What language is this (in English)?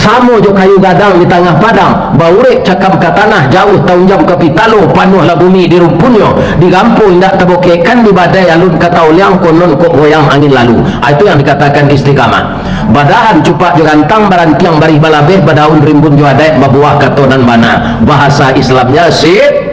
Minangkabau